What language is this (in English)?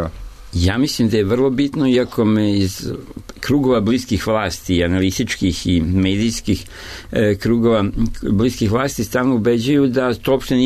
Serbian